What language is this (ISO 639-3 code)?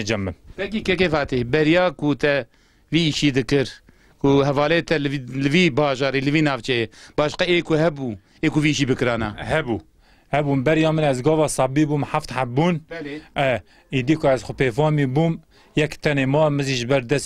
kur